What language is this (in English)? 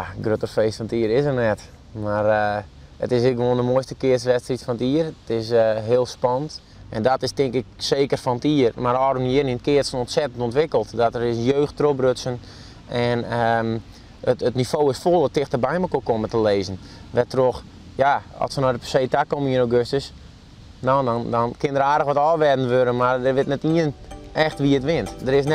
Western Frisian